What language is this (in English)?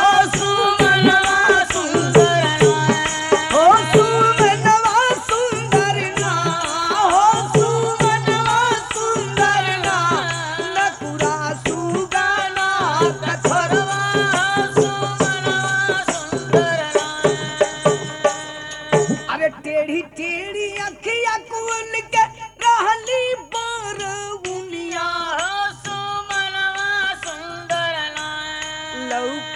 Bhojpuri